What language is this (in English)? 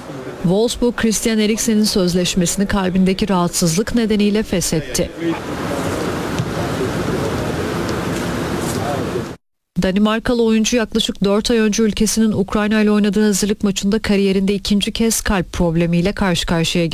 Turkish